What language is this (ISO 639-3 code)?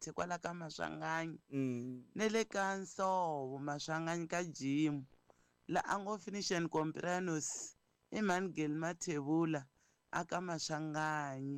tso